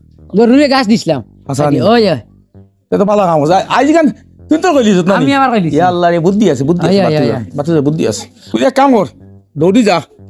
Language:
Sylheti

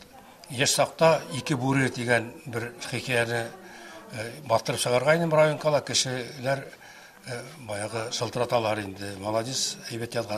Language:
Bashkir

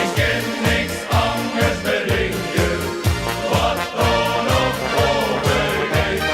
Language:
Limburgish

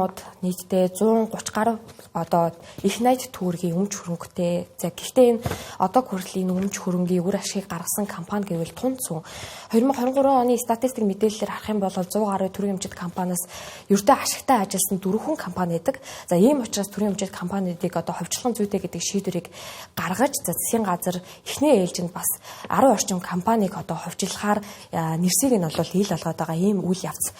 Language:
Mongolian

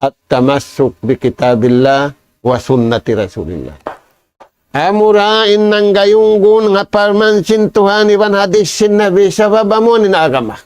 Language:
Tausug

